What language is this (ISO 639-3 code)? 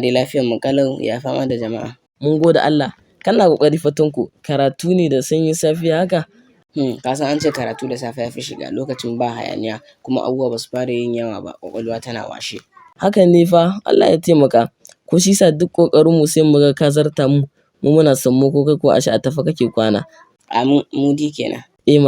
hau